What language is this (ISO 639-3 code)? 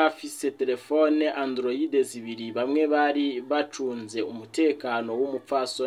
run